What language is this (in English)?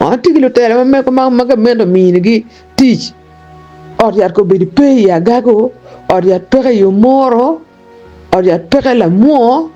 Acoli